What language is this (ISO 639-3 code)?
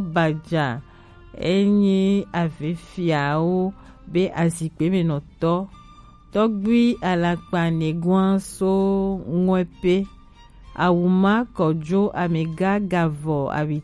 gej